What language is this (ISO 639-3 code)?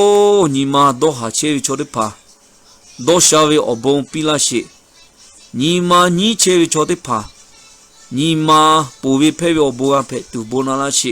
lhu